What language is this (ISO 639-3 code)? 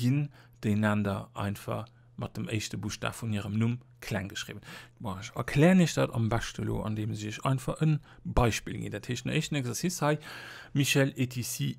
ltz